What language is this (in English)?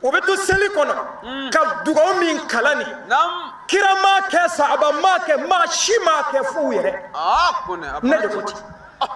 Bambara